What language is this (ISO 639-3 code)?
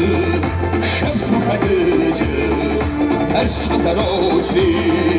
kbd